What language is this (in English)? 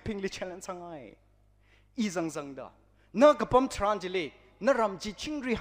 Tangkhul Naga (India)